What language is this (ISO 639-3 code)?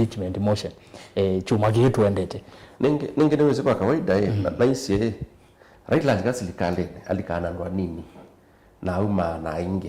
kam